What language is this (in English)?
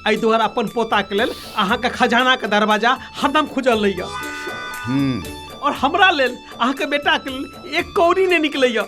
Maithili